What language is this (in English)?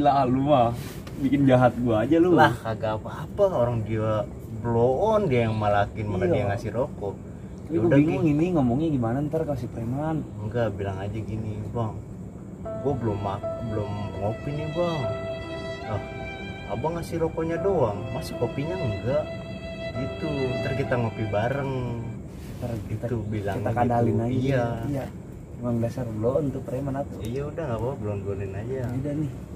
Betawi